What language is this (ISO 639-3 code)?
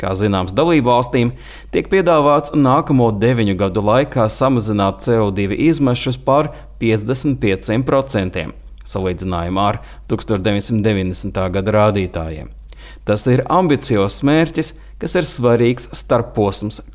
lav